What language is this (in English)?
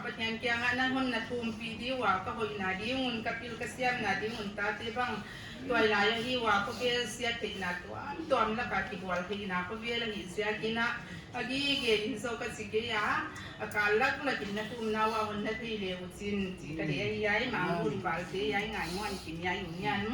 Paite Chin